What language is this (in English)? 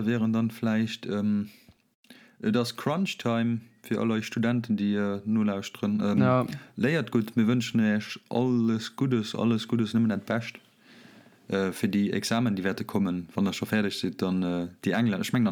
Luxembourgish